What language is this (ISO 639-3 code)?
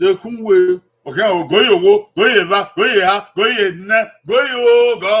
bin